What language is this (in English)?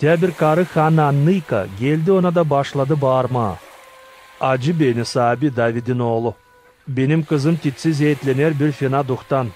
Gagauz